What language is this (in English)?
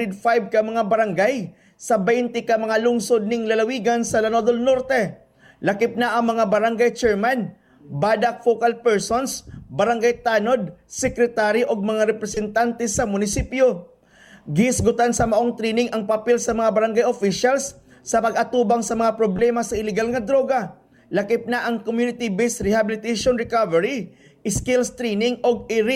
Cebuano